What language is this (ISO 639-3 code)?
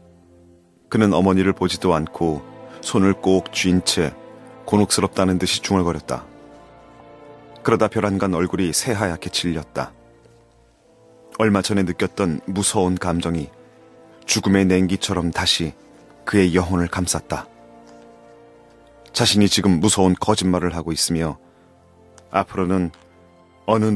kor